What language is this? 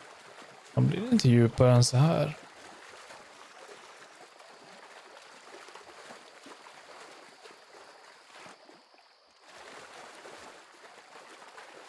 Swedish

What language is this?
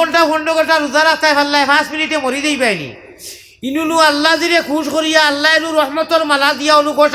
Sylheti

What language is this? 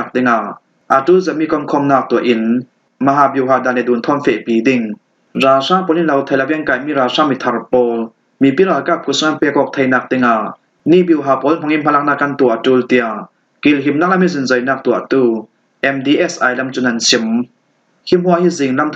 Falam Chin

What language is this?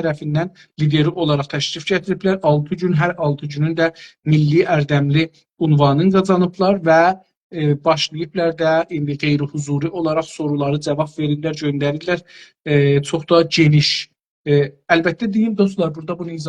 South Azerbaijani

